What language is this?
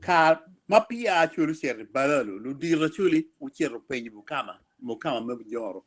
Acoli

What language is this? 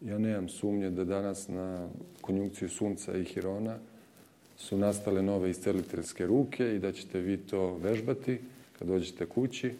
Serbian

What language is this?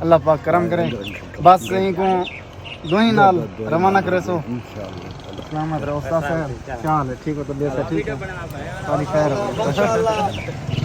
Saraiki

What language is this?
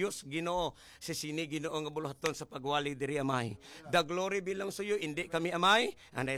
Hiligaynon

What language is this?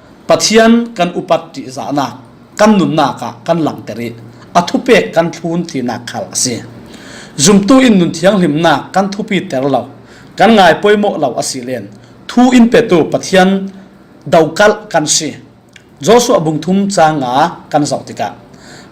Falam Chin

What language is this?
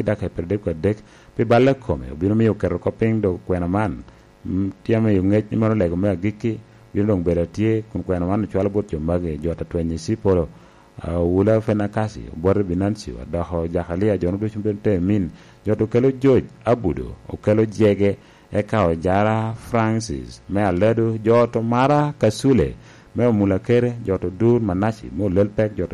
Lango (Uganda)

